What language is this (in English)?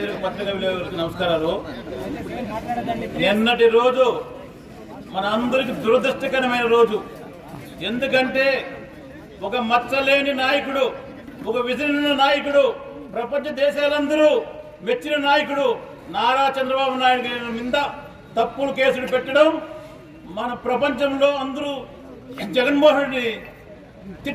Telugu